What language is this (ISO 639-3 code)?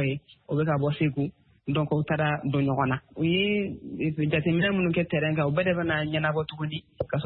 bam